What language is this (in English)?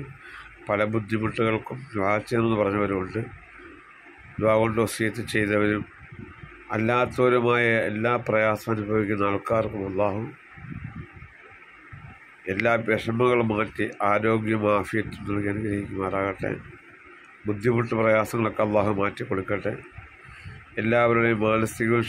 Malayalam